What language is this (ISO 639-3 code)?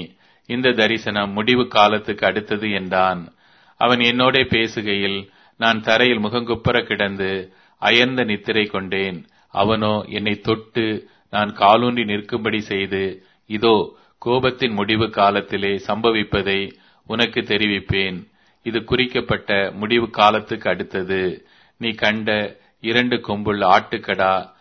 tam